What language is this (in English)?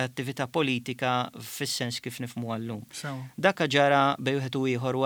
Maltese